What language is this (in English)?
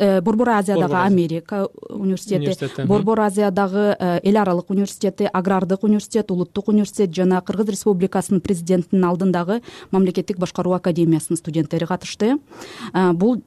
Kyrgyz